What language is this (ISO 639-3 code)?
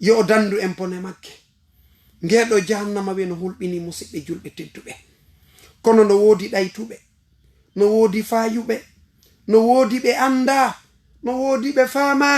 ful